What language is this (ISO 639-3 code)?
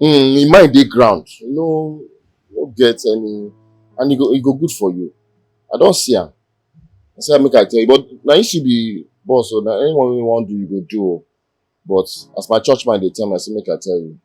pcm